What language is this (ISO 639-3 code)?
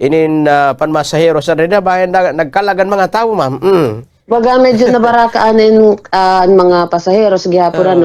war